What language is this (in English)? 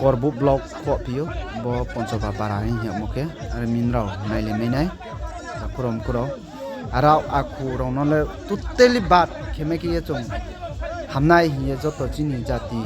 Riang (India)